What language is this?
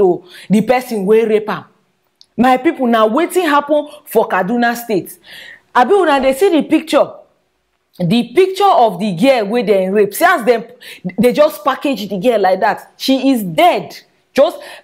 Nigerian Pidgin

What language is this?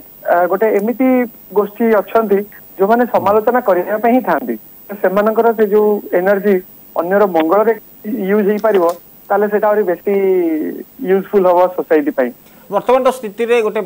Odia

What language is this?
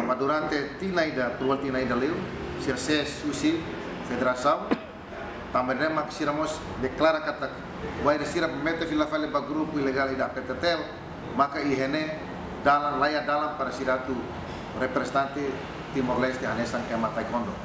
Tetum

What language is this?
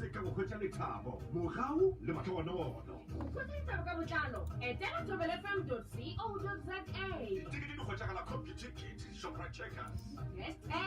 Northern Sotho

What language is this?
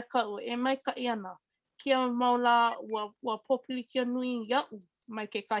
Hawaiian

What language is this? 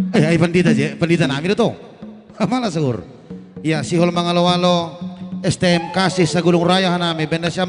Batak Simalungun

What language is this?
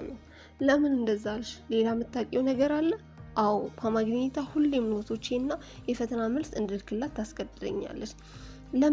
Amharic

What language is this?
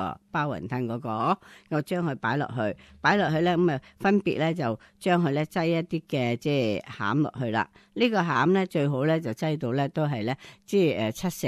Cantonese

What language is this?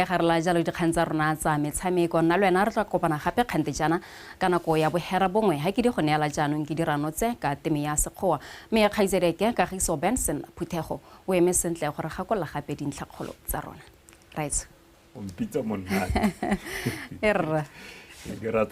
Tswana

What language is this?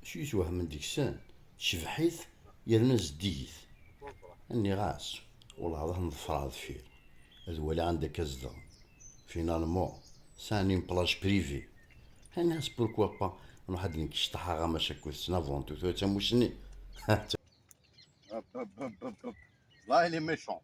Kabyle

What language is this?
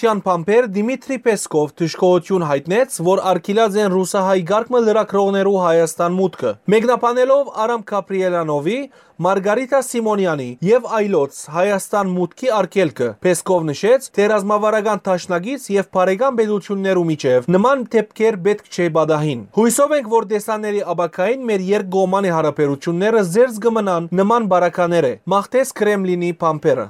Western Armenian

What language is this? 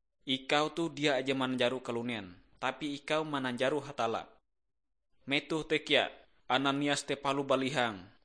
Ngaju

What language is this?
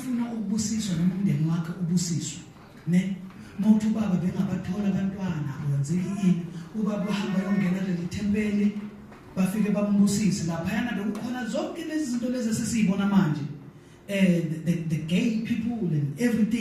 Zulu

